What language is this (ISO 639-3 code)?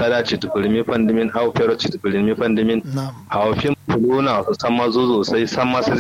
kau